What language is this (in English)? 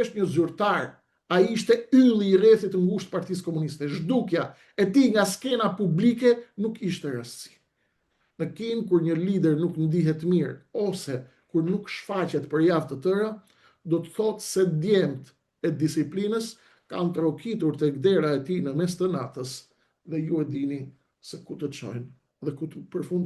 Albanian